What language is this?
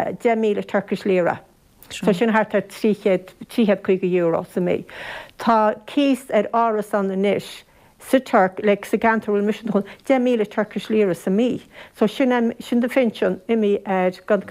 Irish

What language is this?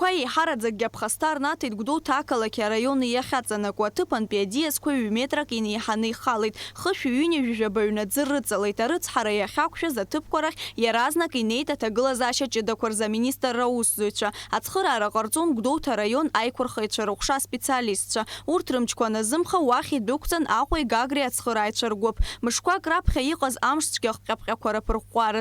Abkhazian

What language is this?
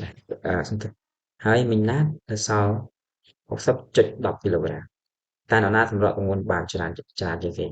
Khmer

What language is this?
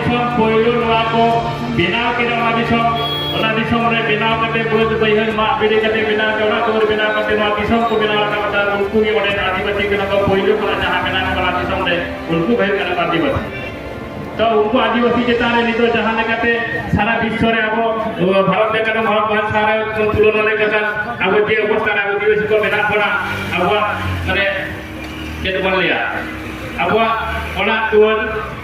Santali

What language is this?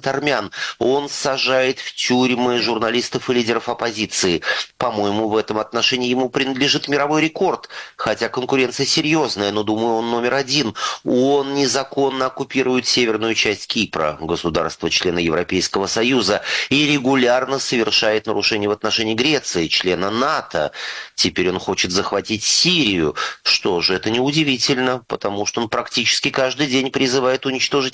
Russian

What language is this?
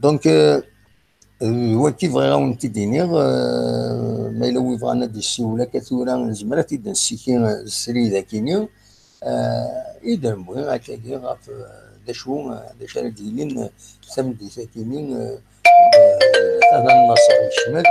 Kabyle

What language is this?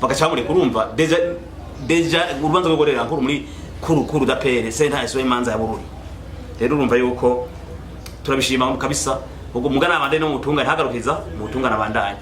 Rundi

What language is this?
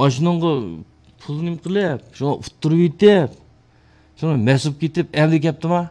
Uyghur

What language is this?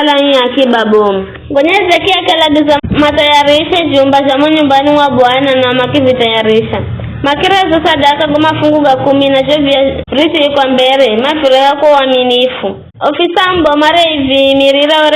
Giryama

